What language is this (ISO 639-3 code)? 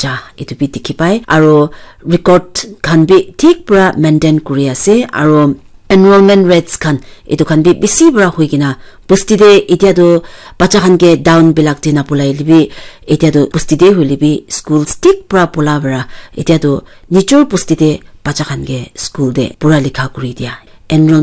nag